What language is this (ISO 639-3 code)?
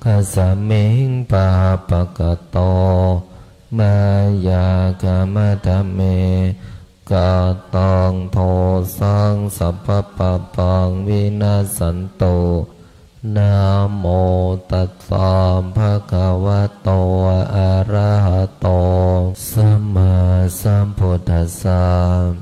pli